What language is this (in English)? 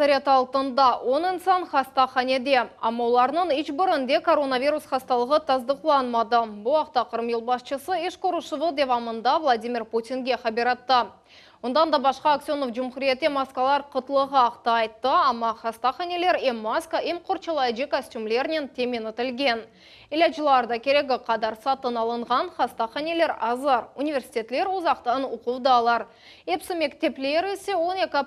Crimean Tatar